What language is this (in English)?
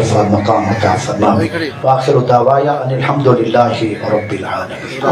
Saraiki